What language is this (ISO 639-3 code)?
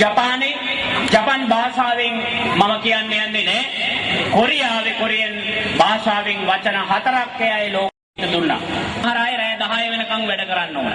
sin